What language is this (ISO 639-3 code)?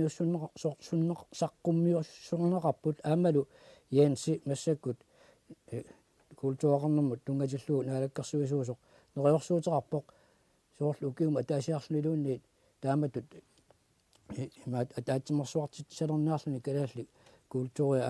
kal